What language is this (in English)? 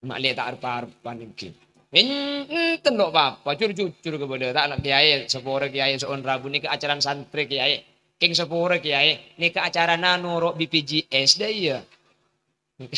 Madurese